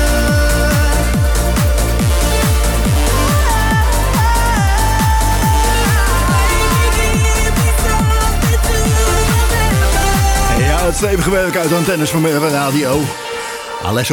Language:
Dutch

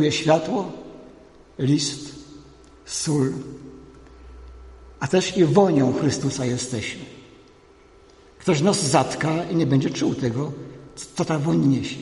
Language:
Polish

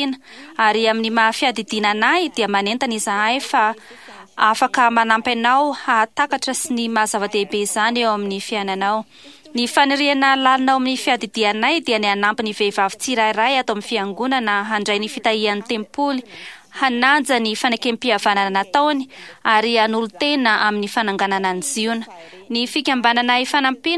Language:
Malagasy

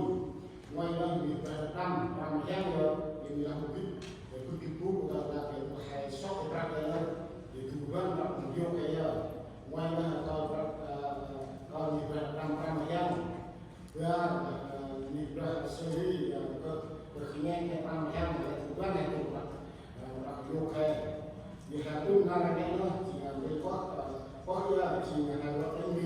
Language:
Central Mnong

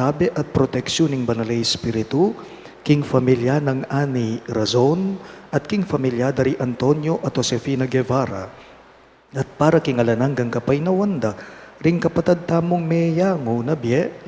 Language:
Pampanga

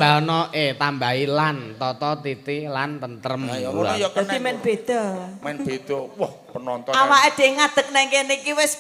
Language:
Javanese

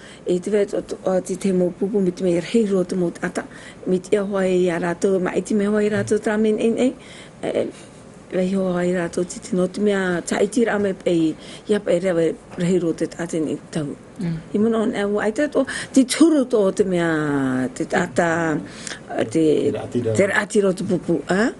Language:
Tahitian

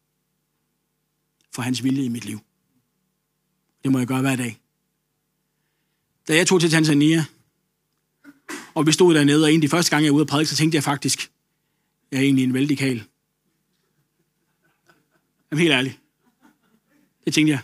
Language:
Danish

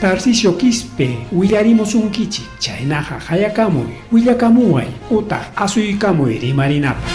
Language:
Ayacucho Quechua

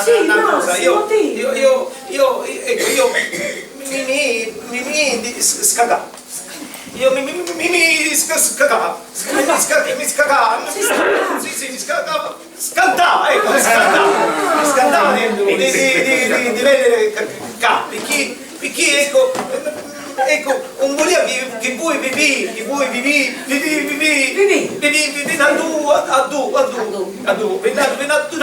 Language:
Sicilian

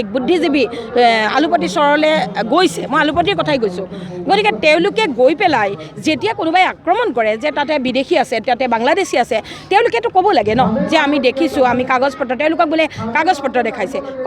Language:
Assamese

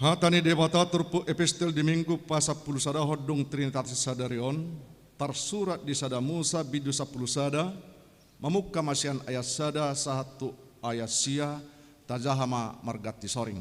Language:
Batak Toba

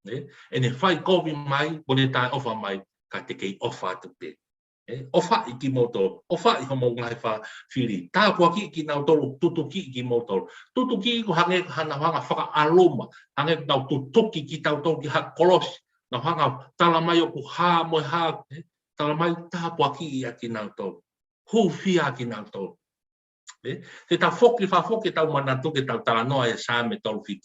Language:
Tongan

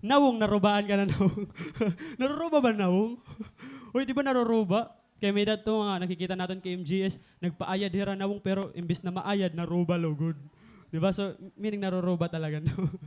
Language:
Waray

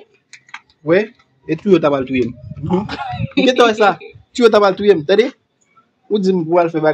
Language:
Haitian Creole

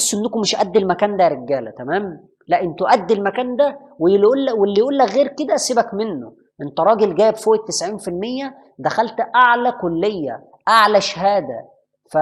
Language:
Egyptian Arabic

